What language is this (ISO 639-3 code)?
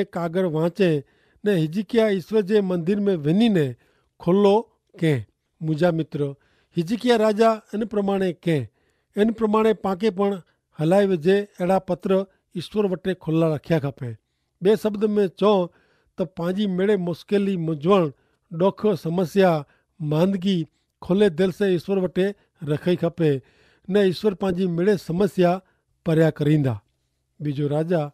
kfr